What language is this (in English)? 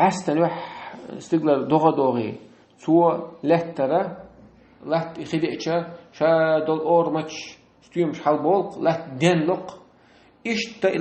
Chechen